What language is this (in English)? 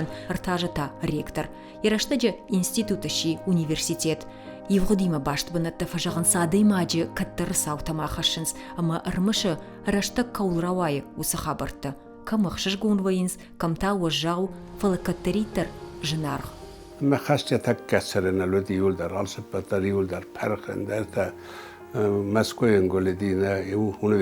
Ossetic